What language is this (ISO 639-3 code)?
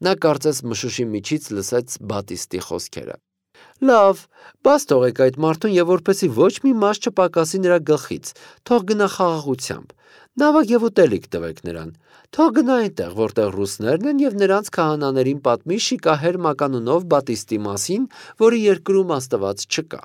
hye